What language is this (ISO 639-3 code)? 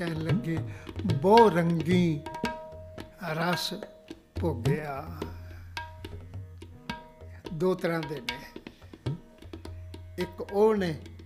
pan